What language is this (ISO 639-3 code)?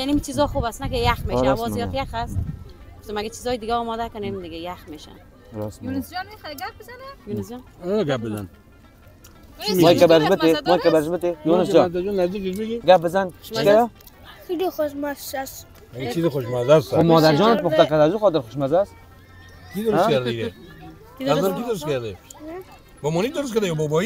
fas